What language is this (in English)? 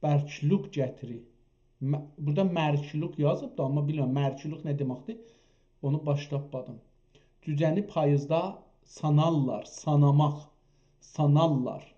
South Azerbaijani